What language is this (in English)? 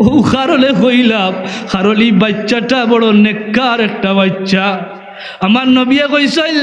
Sylheti